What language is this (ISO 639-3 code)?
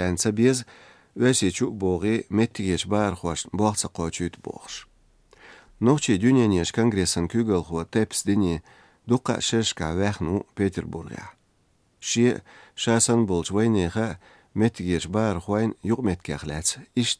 che